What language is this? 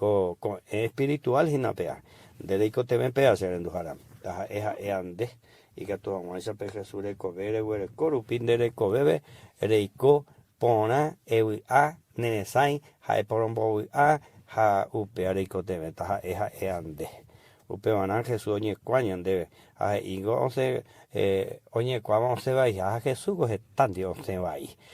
Guarani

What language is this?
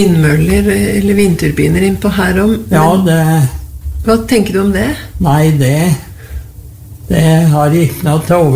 Norwegian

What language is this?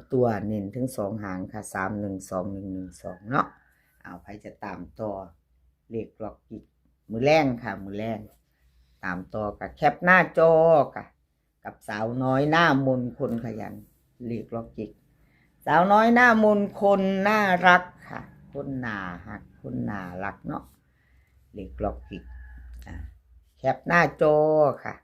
Northeastern Thai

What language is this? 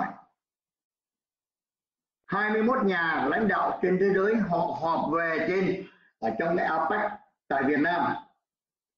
Vietnamese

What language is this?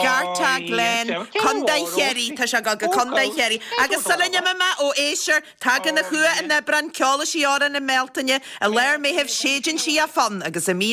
Irish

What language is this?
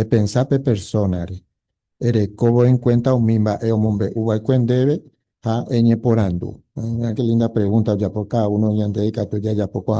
Guarani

